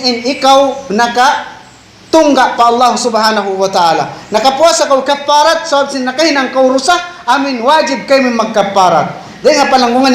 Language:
Tausug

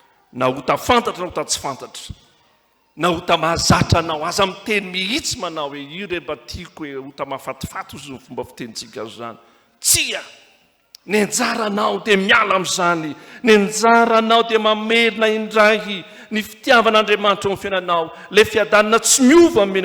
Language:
Malagasy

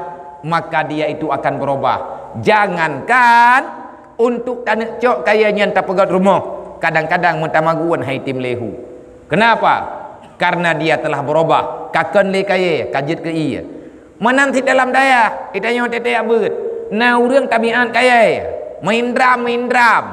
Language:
Achinese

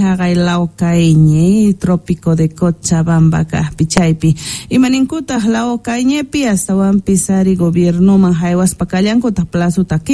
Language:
South Bolivian Quechua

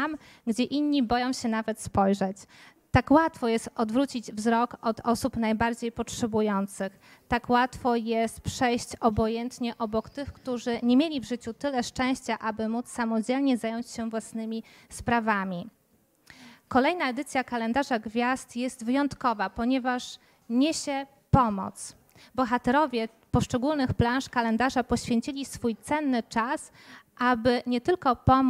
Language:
Polish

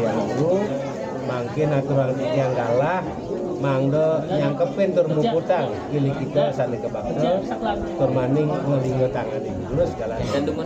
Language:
Balinese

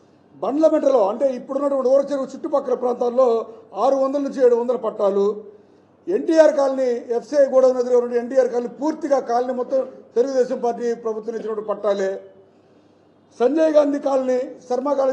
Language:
Telugu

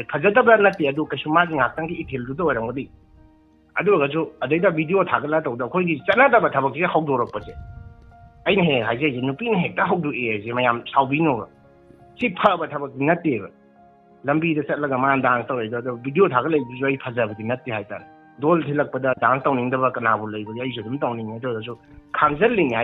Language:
Manipuri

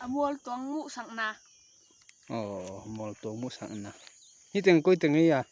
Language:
Tedim Chin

